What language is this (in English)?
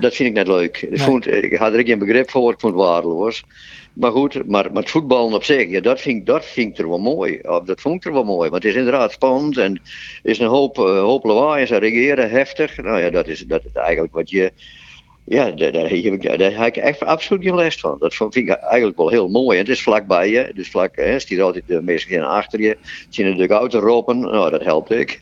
Western Frisian